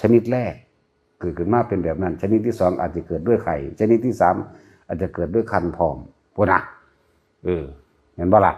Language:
Northeastern Thai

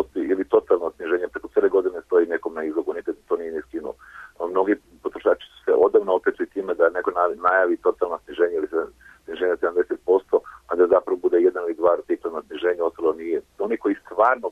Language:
Serbian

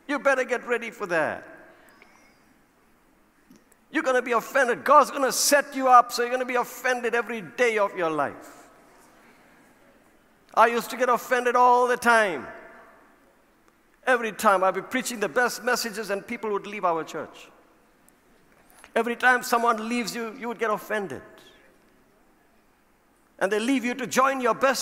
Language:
English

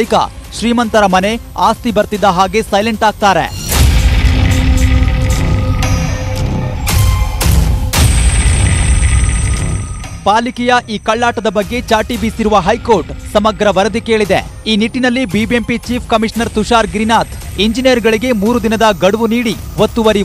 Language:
Kannada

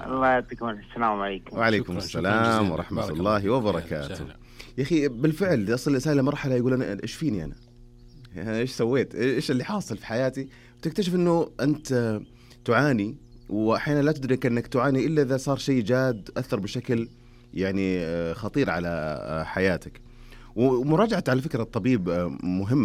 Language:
Najdi Arabic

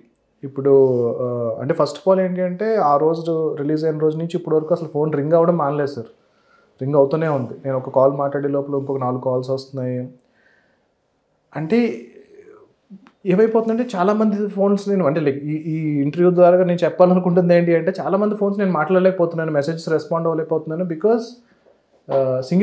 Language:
Telugu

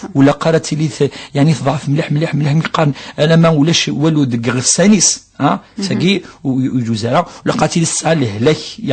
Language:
Kabyle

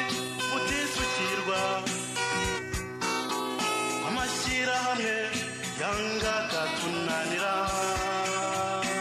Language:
Kinyarwanda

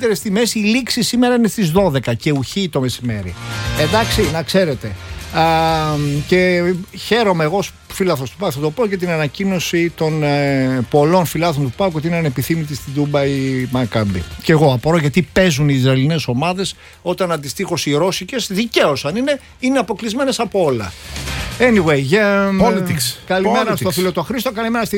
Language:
Greek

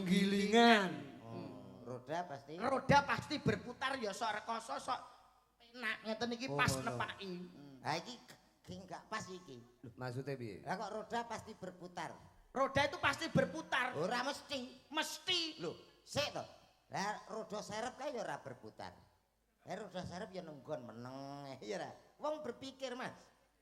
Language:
Javanese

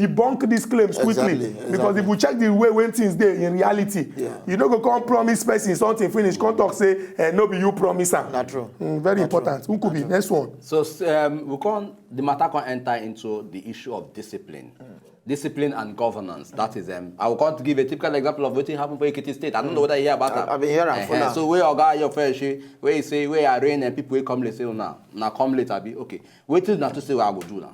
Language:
Nigerian Pidgin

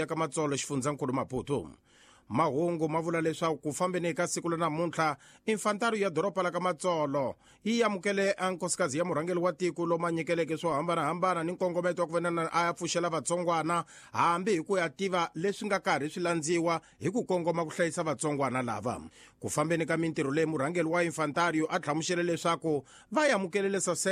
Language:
Tsonga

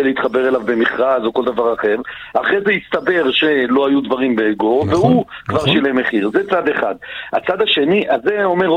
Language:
Hebrew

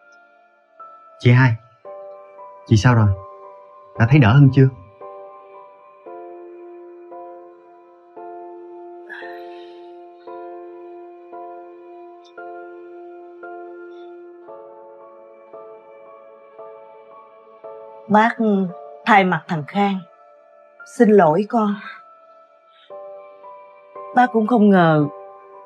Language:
Vietnamese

